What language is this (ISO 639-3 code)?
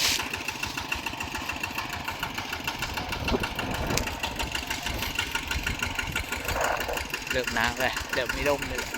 lao